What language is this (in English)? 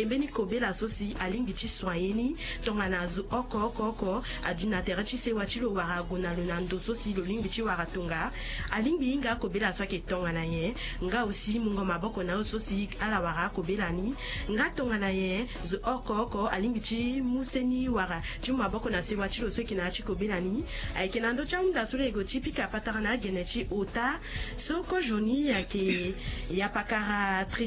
Sango